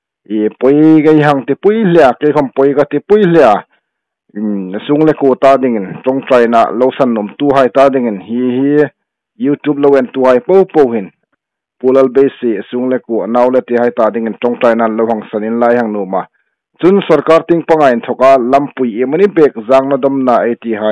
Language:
Hmar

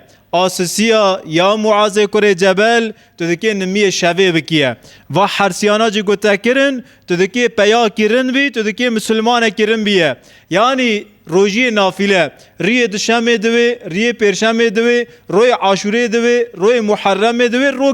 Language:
Kurdish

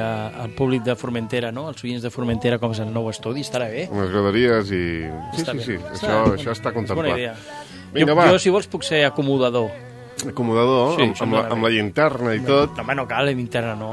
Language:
Catalan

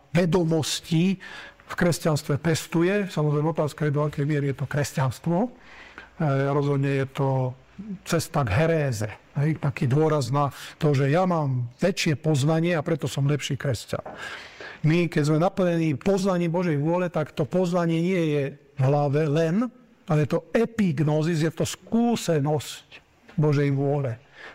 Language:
Slovak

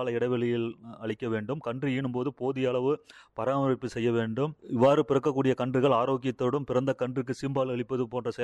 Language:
Tamil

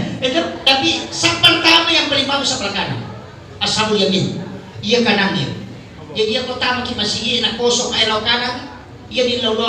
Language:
Buginese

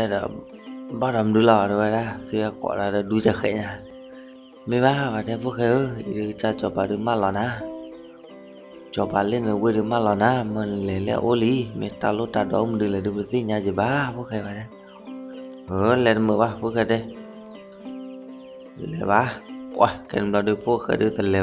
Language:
S'gaw Karen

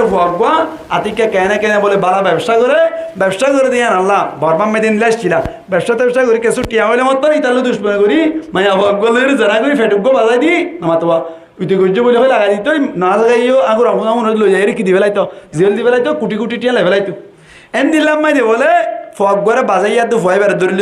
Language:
Rohingya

